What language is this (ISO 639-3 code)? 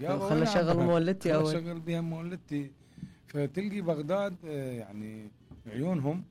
acm